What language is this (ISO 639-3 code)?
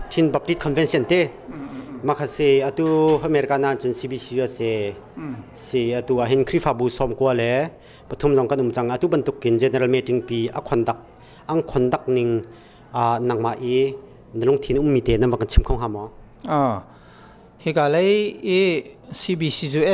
cnh